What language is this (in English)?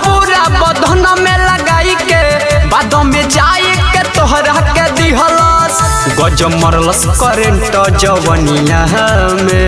Bhojpuri